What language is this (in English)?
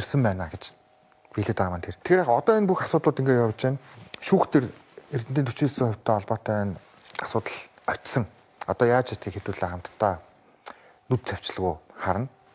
Mongolian